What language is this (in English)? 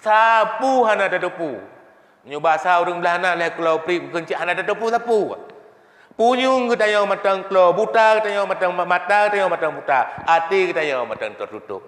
Achinese